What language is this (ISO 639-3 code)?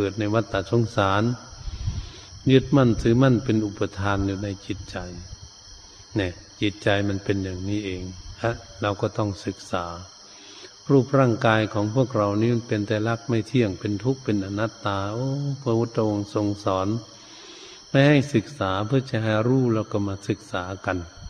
tha